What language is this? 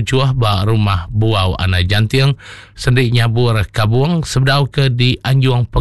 Iban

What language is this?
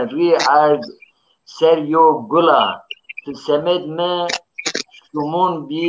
Zaza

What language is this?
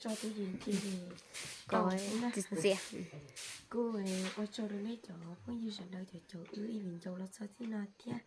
Hmong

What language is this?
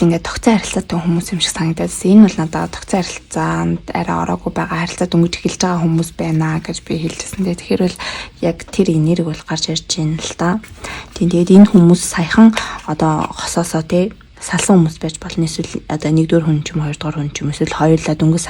Mongolian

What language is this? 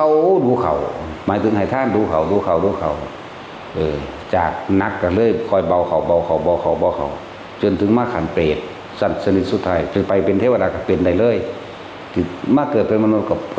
Northeastern Thai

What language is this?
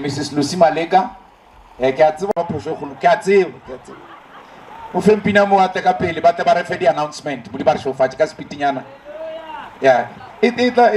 Northern Sotho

